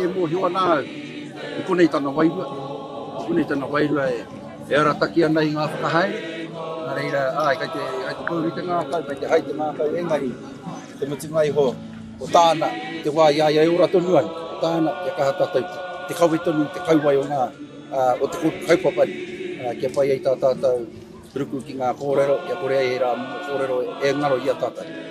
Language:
Māori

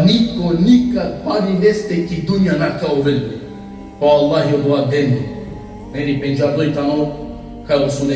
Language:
Balkan Romani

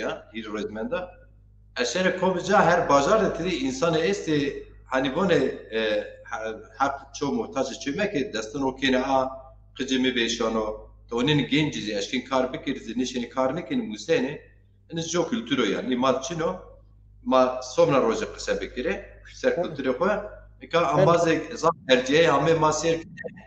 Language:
Zaza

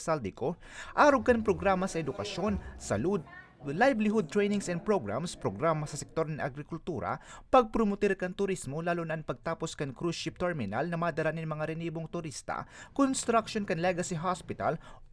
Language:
Bikol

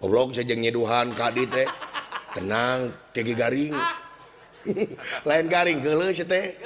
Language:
Sundanese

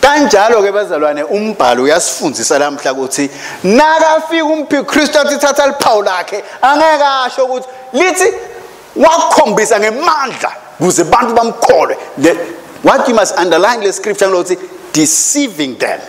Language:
Swati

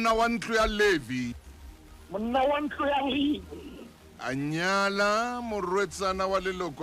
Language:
Southern Sotho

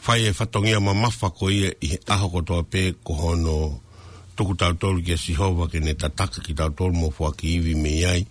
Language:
Tongan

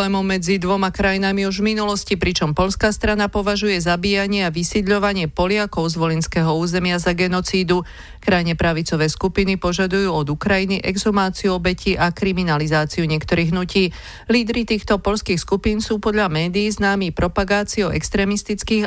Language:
Slovak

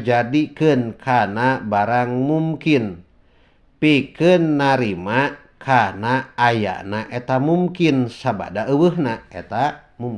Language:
Sundanese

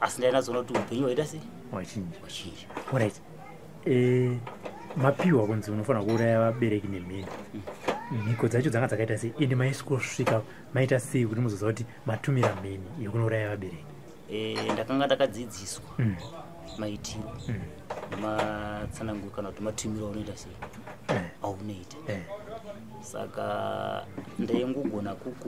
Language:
Shona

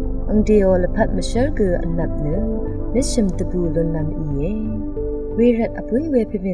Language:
Rawang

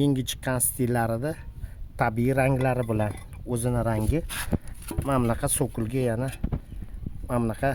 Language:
Uzbek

